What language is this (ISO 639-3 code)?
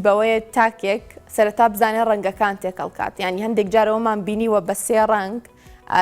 ckb